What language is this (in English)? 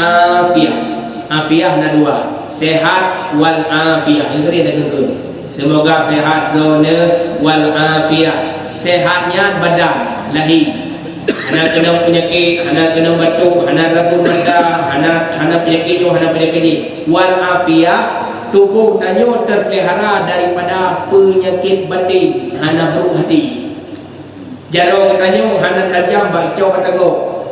Achinese